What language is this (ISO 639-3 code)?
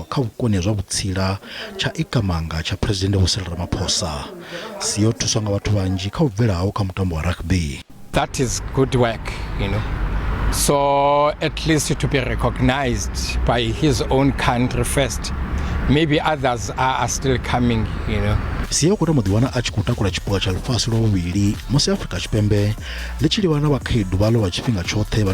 ven